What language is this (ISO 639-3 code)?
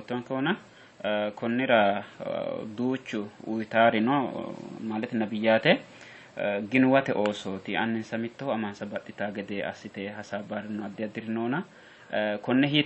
sid